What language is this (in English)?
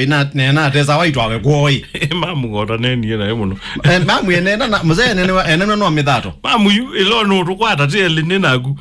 Kamba